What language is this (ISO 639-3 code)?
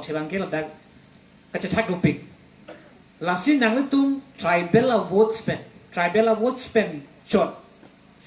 mjw